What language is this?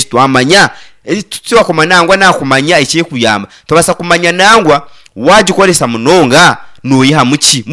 Nyankole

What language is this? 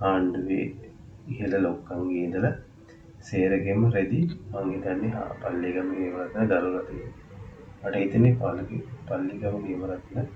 Sinhala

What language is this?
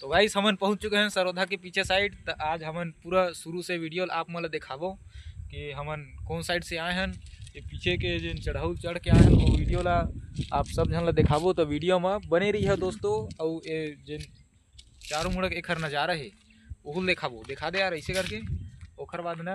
Chhattisgarhi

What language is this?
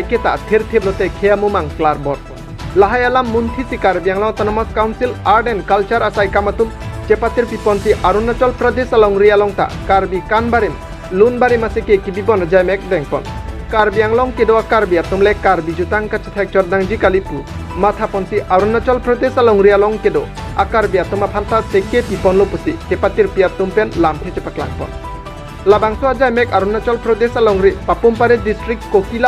Karbi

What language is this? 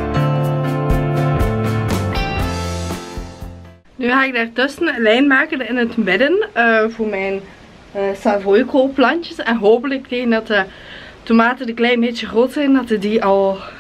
Dutch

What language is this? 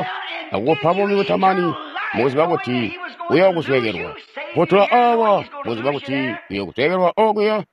Tonga (Zambia)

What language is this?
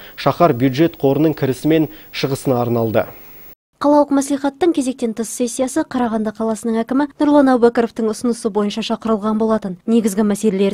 Kazakh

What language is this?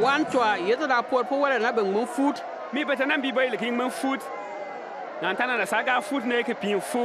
Bimoba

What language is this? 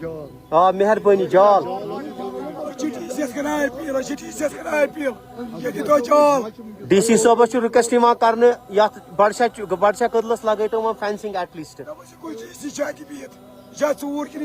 Kashmiri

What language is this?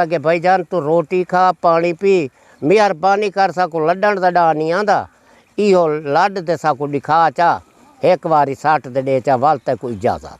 Saraiki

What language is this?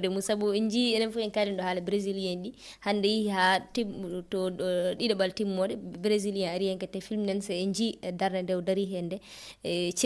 Fula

